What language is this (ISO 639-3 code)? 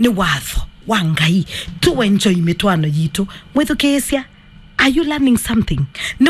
kam